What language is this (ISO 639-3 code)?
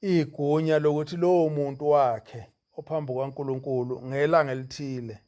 zul